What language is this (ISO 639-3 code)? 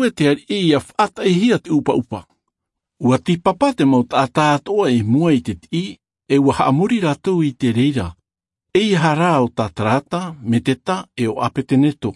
tah